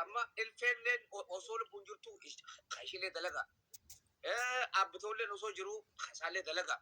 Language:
Oromo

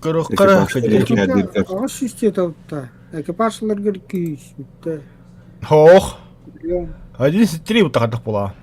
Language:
Yakut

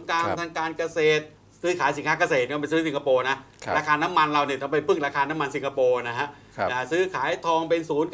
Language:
Thai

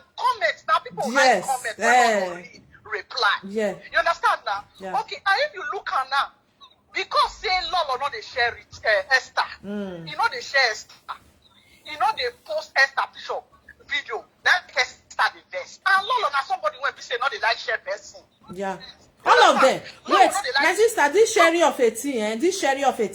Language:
Nigerian Pidgin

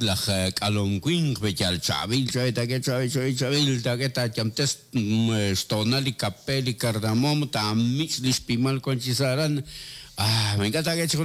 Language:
Kekchí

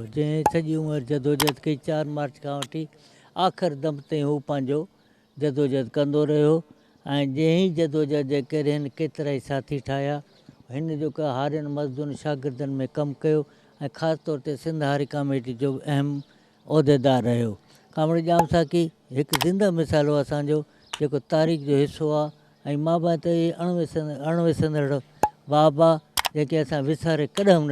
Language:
Sindhi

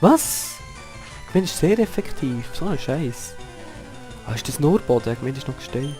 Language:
Swiss German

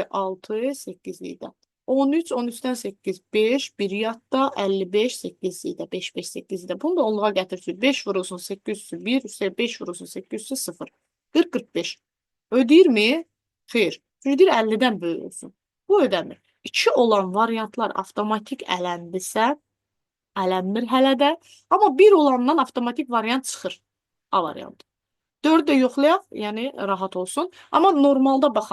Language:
Azerbaijani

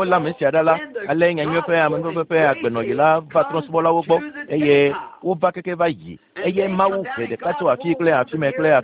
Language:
Ewe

